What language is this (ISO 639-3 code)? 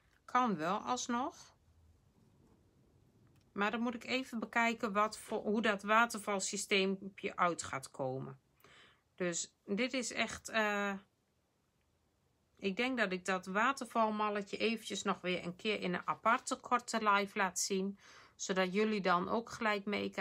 nld